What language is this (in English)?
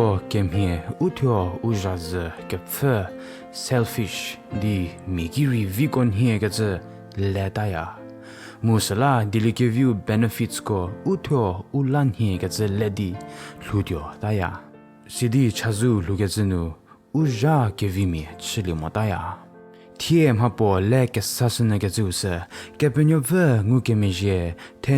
Angami Naga